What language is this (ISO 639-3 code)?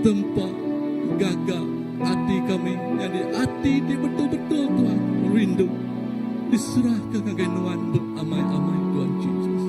iba